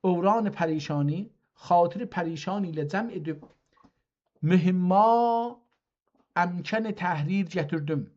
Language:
South Azerbaijani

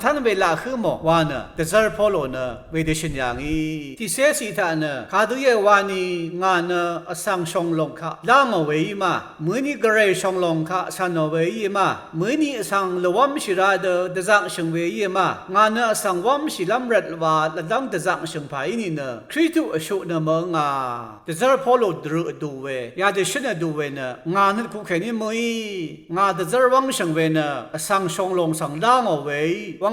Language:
Rawang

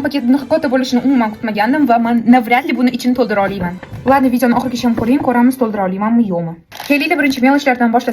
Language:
Uzbek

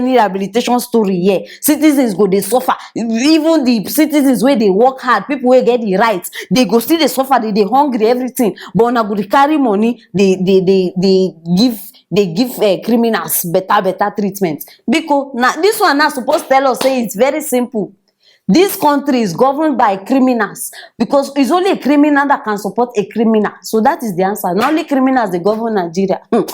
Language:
Nigerian Pidgin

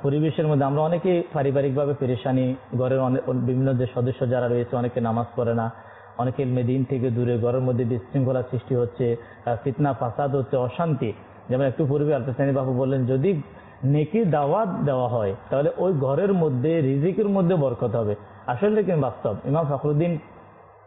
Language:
Bangla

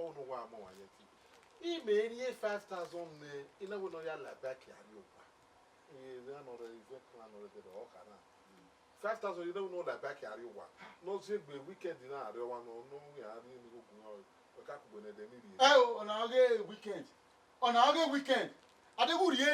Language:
Bini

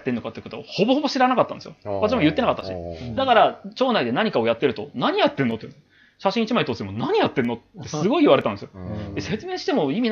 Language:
Japanese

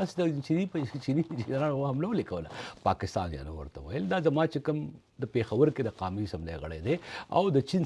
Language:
Pashto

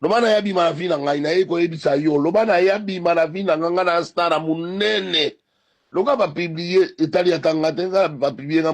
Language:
Lingala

